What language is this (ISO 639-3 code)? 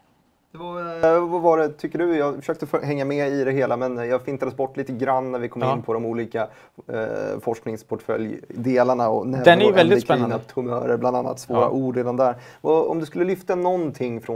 swe